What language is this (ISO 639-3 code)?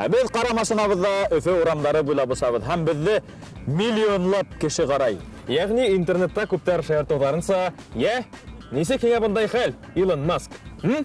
bak